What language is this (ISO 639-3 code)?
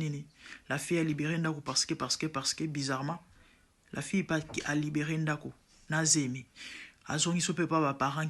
lin